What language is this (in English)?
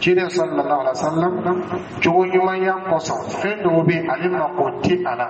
Dyula